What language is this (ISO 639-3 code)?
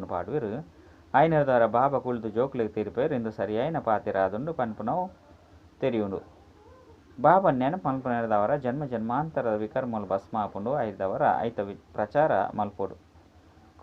tcy